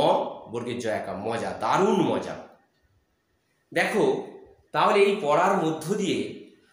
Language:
Bangla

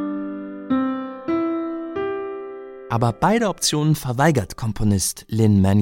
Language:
German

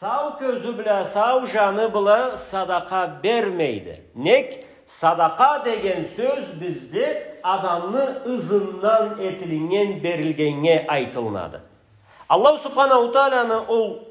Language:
Karachay-Balkar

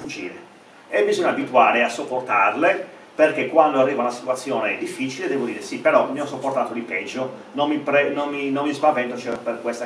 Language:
Italian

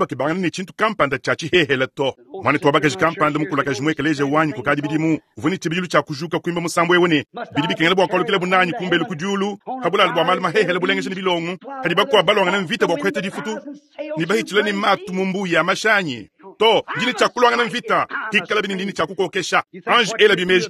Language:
Luba-Lulua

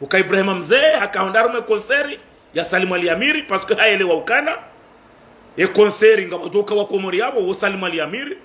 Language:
Ngazidja Comorian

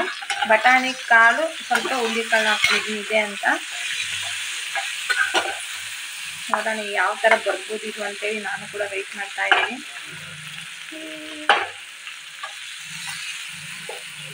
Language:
Kannada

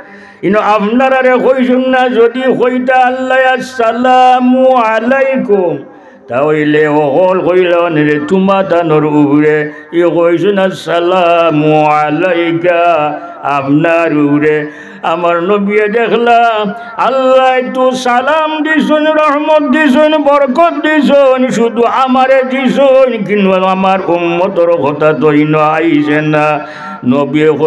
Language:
Sylheti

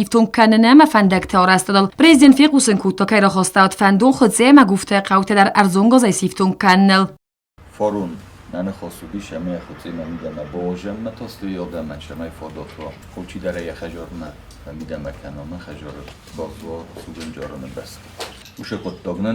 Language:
Ossetic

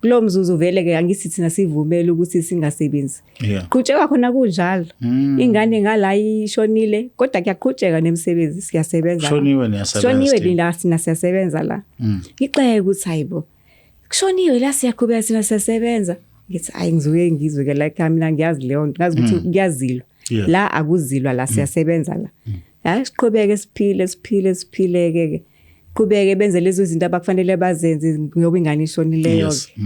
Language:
Zulu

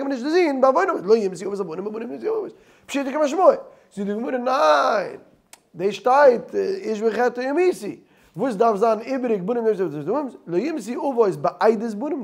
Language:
Yiddish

